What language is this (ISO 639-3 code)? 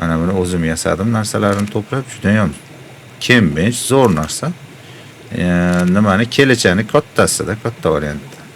uzb